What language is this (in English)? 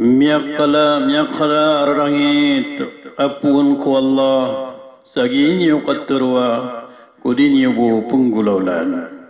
Maranao